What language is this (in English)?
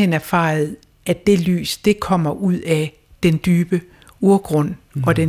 Danish